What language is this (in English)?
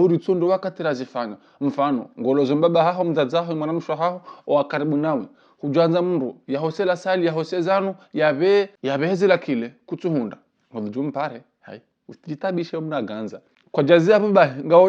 Ngazidja Comorian